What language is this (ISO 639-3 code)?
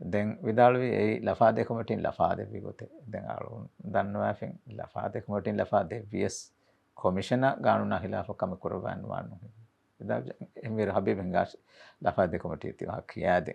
div